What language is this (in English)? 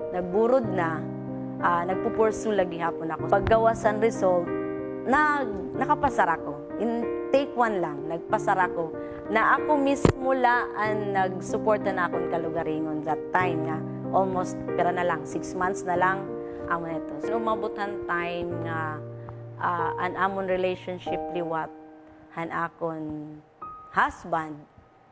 Waray